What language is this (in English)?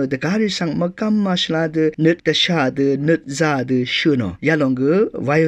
Rawang